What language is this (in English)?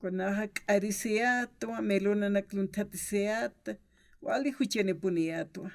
Aymara